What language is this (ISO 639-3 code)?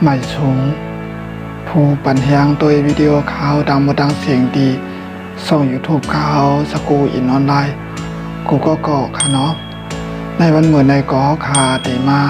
shn